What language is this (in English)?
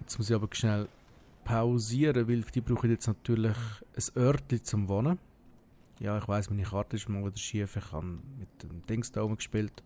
Swiss German